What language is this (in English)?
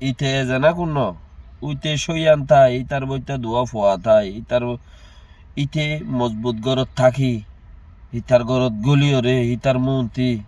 Rohingya